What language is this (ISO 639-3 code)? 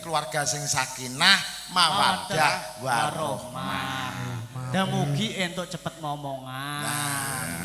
jav